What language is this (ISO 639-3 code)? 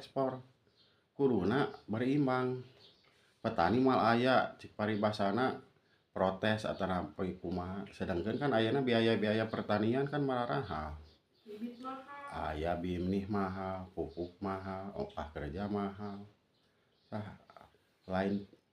sun